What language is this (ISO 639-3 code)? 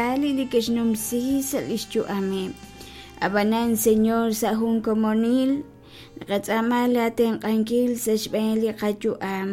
kek